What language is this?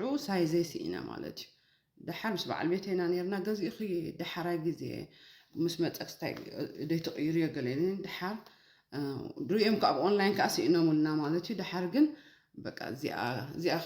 Tigrinya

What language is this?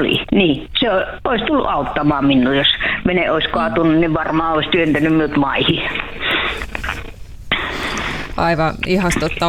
Finnish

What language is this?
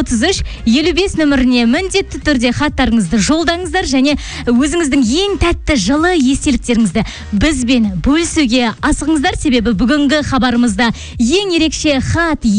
Kazakh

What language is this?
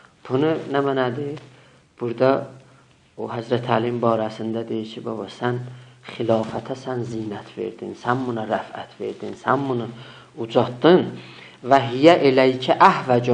South Azerbaijani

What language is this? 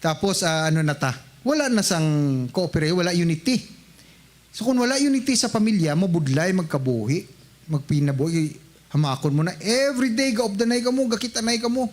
Hiligaynon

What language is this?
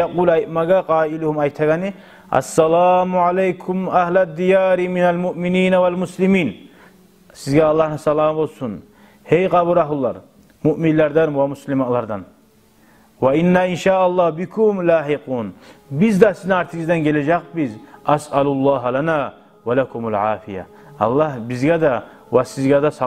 Kumyk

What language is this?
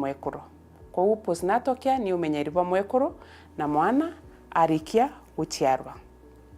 Meru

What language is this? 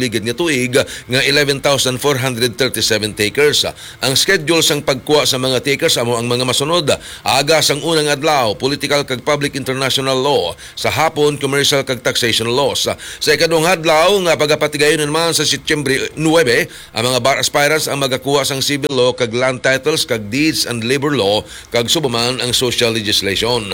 Hiligaynon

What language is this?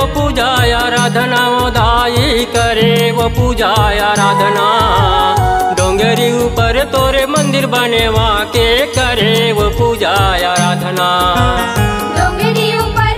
Chhattisgarhi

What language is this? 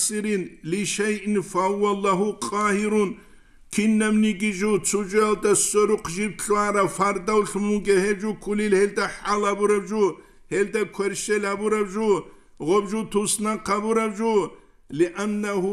Avaric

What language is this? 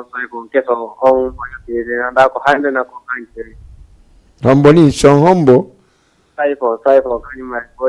Fula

